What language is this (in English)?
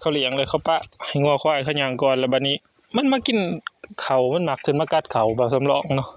Northeastern Thai